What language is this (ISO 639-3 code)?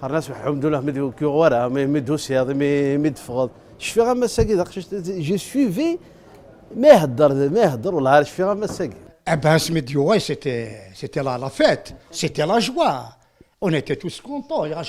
kab